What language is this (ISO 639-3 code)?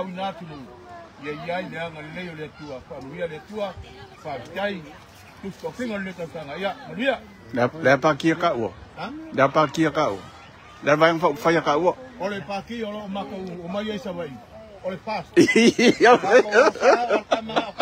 smo